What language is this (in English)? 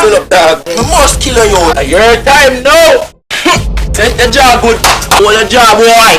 Jamaican Creole English